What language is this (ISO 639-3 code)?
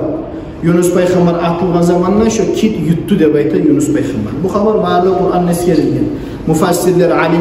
kum